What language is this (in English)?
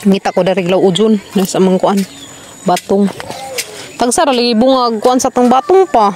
Cebuano